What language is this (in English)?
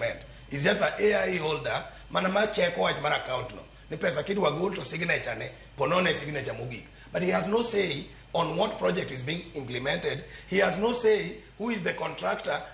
Luo (Kenya and Tanzania)